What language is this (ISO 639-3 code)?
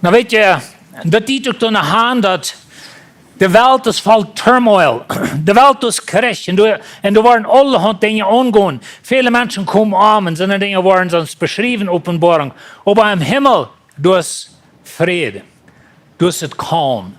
pdt